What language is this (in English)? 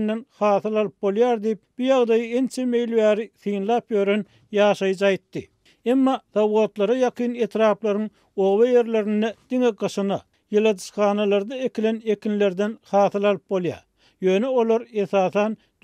Turkmen